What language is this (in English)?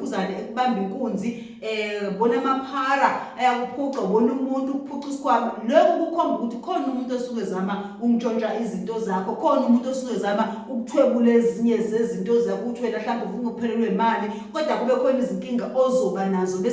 Zulu